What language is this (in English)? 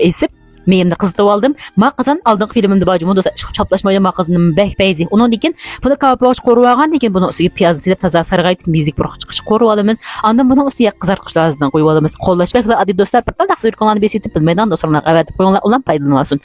Uyghur